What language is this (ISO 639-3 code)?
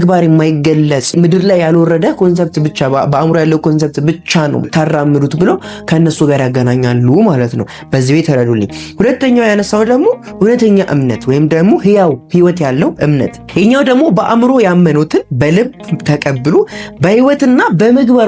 amh